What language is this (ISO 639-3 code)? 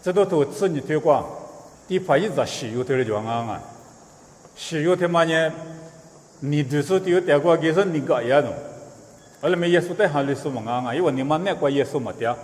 lis